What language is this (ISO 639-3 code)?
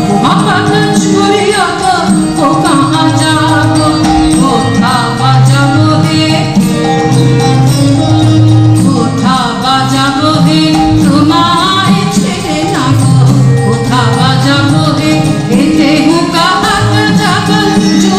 ben